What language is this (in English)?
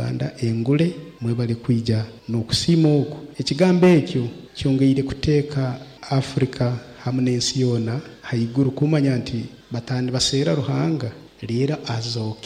Nyoro